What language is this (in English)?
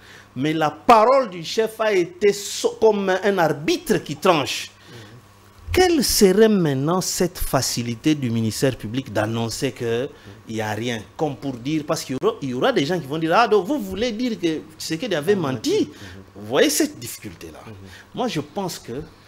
French